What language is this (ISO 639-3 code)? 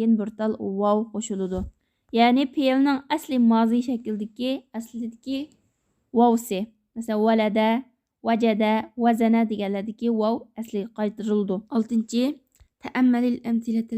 uig